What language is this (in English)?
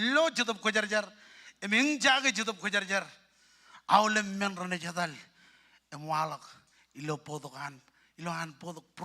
Marshallese